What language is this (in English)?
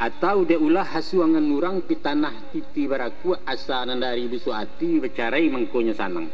Minangkabau